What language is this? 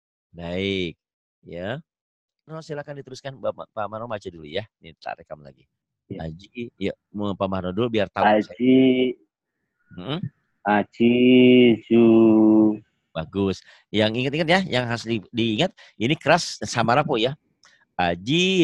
Indonesian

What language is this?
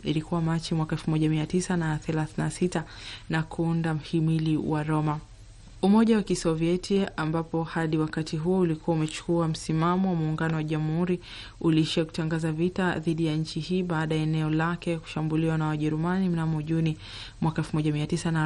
Swahili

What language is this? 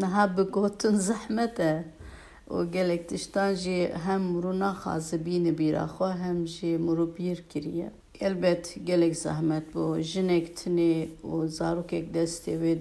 Kurdish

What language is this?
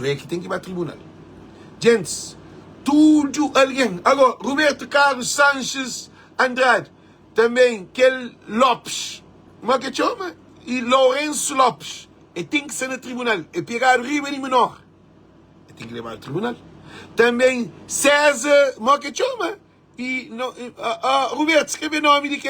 Kabuverdianu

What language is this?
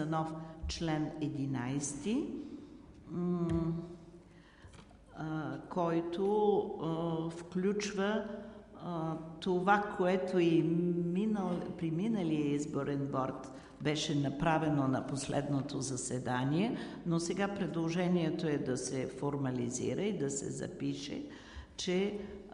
Bulgarian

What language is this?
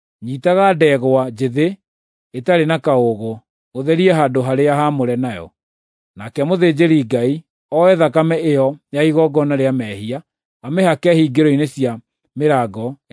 Kikuyu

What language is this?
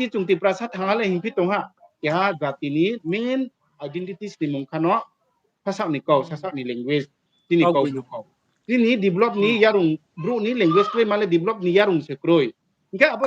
Riang (India)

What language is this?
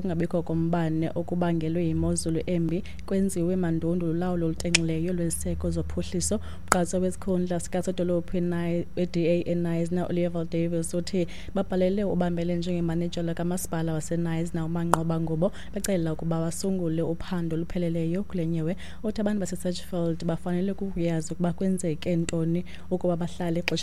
Xhosa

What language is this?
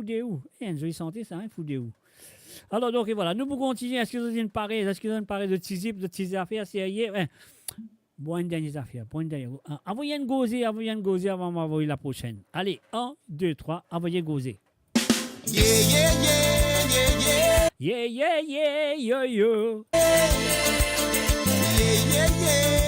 Morisyen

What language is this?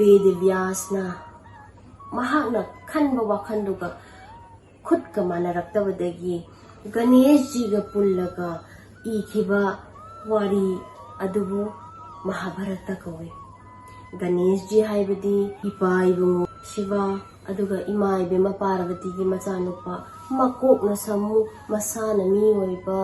Manipuri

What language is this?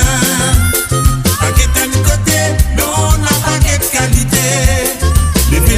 Morisyen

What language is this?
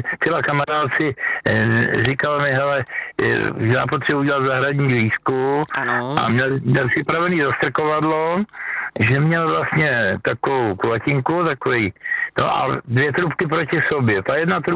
Czech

